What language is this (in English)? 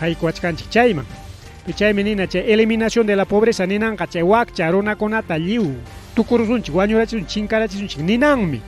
Ayacucho Quechua